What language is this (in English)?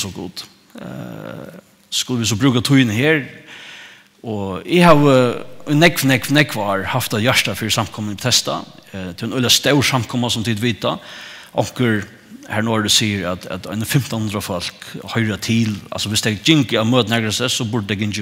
Faroese